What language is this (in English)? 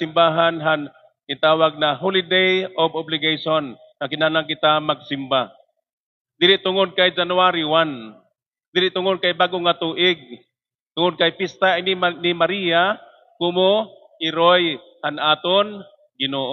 Waray